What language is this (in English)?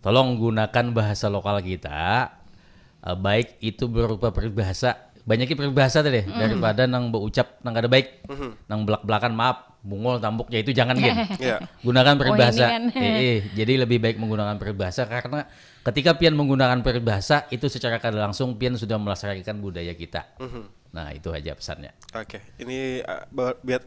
Banjar